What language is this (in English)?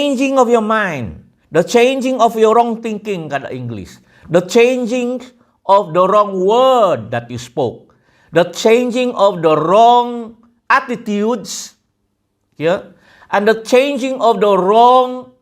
Central Dusun